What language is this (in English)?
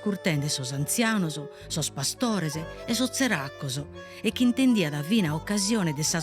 Sardinian